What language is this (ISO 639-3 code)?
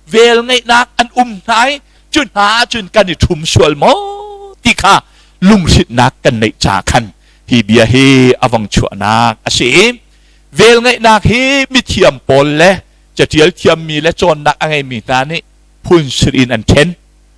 cnh